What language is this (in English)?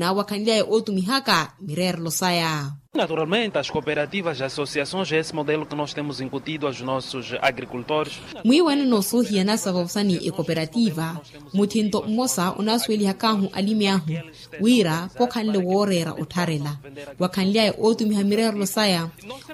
Makhuwa